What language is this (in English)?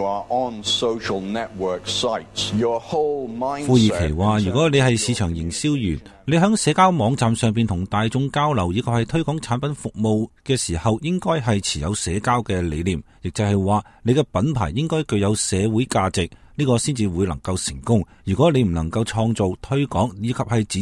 Cantonese